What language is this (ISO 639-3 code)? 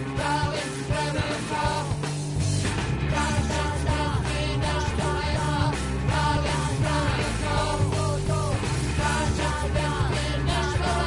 srp